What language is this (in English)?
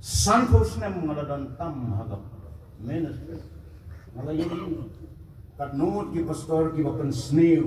Khasi